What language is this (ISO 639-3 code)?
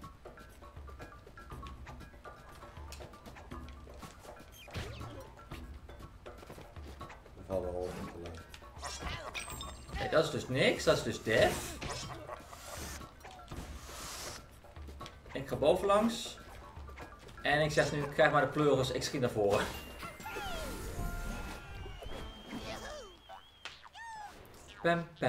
nld